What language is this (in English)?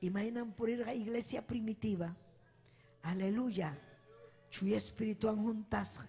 Ayacucho Quechua